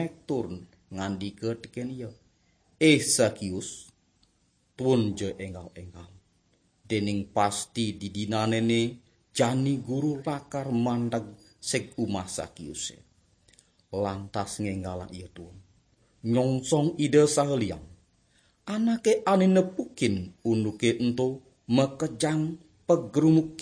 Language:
Balinese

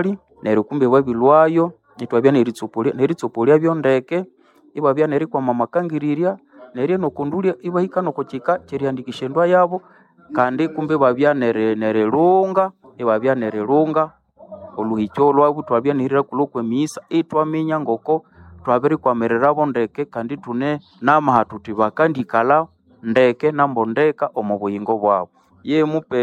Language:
Nande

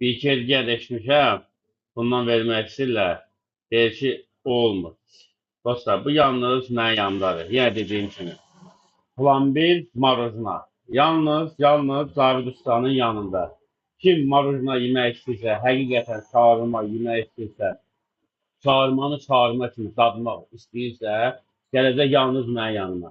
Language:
Azerbaijani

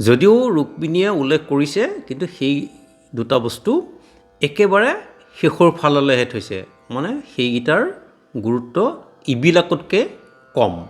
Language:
Assamese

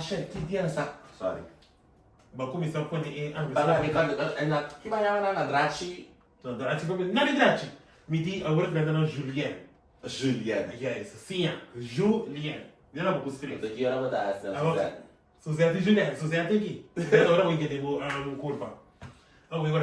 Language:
Papiamento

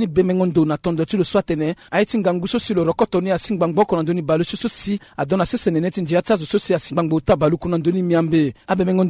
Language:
Sango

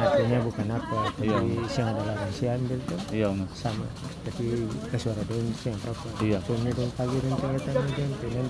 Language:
Ambonese Malay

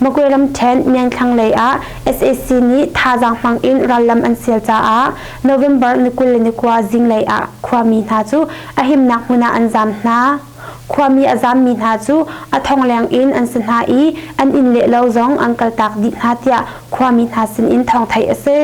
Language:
Hakha Chin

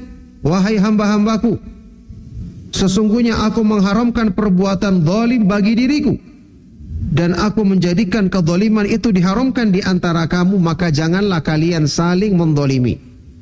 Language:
Indonesian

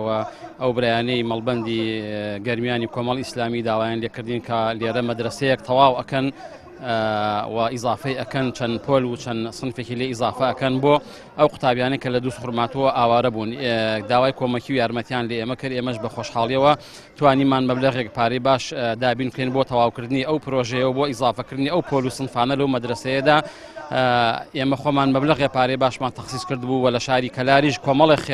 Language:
Central Kurdish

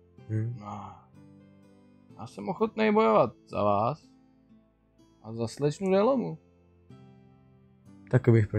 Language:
Czech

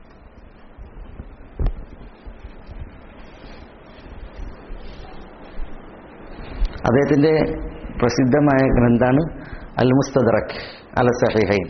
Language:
Malayalam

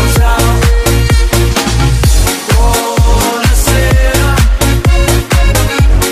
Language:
Italian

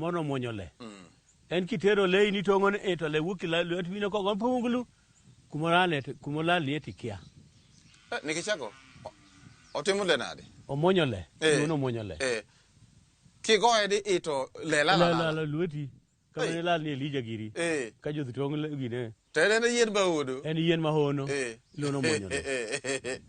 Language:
Luo (Kenya and Tanzania)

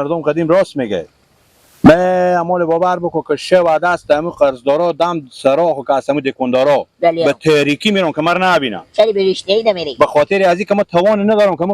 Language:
Persian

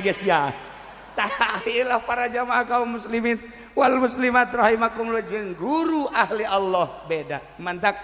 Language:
Sundanese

